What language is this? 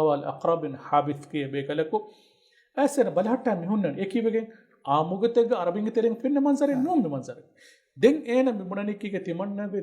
Divehi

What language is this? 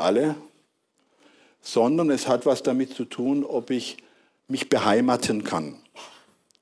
German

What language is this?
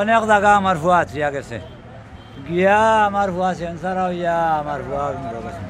Sylheti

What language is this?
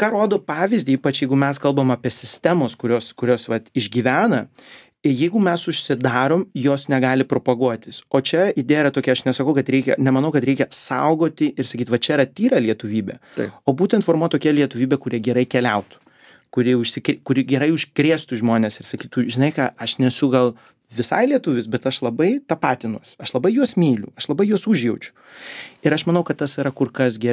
Lithuanian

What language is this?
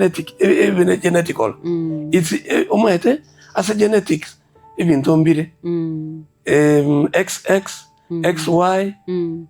Gusii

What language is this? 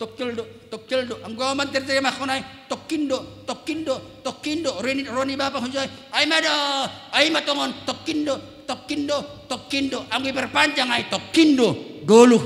Batak Simalungun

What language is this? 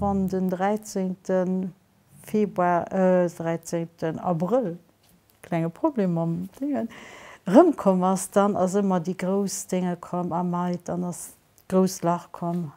Luxembourgish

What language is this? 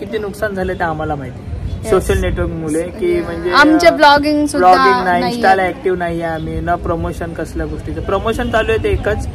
Marathi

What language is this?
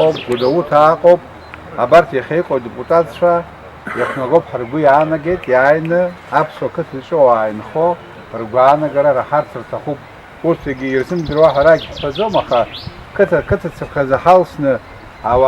Abkhazian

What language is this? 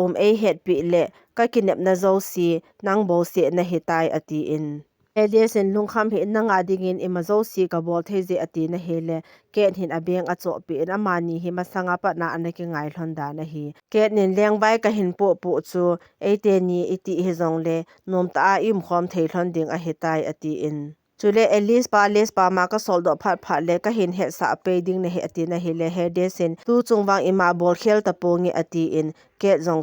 Thado Chin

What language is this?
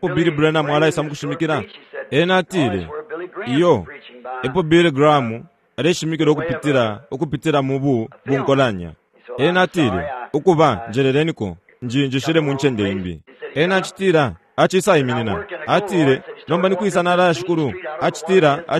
Bemba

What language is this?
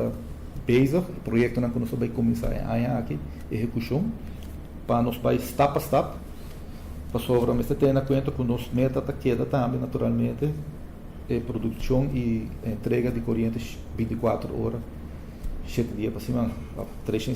Papiamento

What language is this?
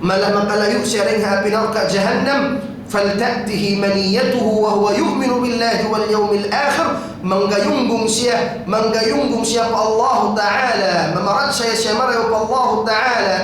Tausug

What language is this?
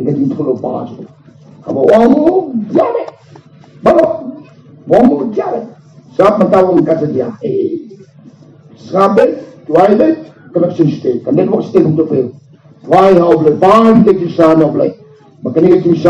Khasi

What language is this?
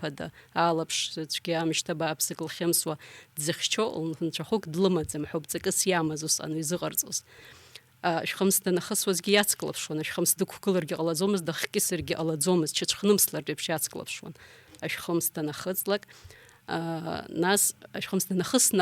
Abkhazian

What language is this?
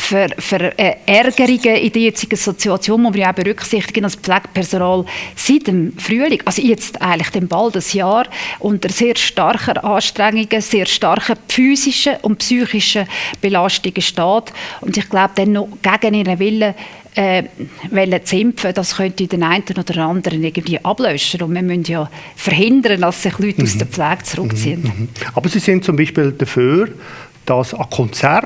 Swiss German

